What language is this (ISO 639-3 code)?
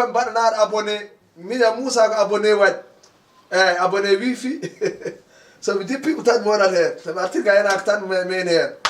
ful